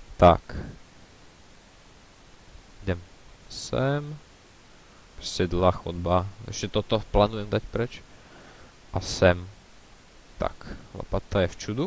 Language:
Slovak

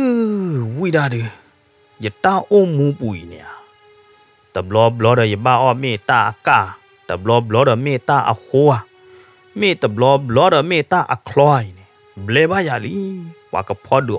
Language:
S'gaw Karen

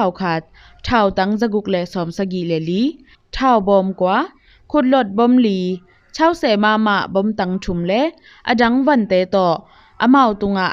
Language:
Tedim Chin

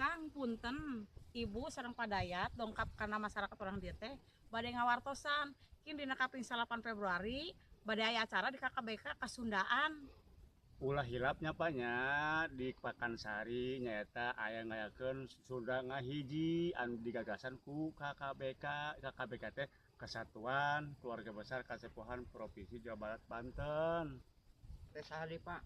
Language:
Sundanese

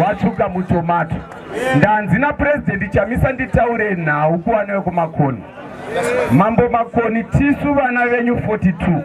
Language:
Shona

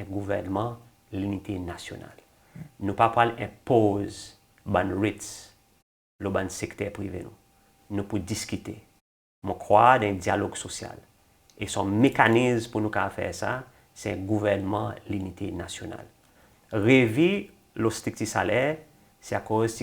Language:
Seselwa Creole French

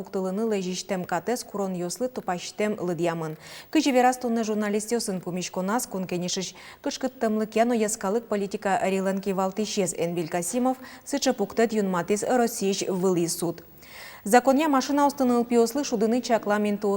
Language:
Udmurt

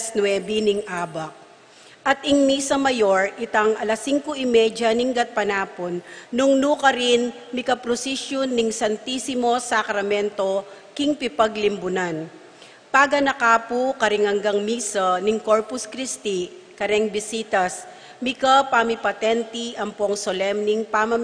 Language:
Pampanga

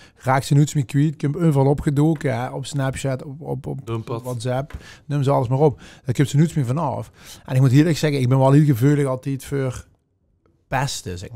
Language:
Limburgish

